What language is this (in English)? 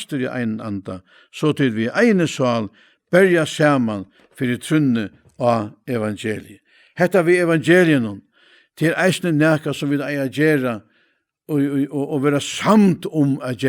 Faroese